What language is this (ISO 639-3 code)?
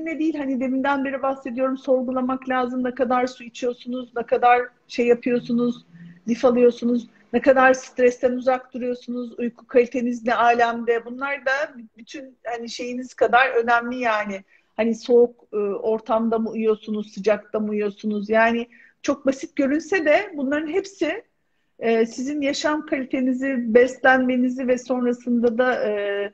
tur